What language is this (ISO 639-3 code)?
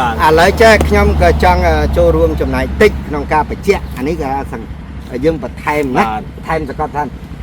khm